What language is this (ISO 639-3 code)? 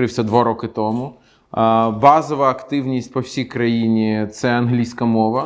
ukr